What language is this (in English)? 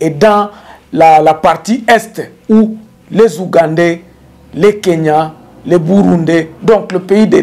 French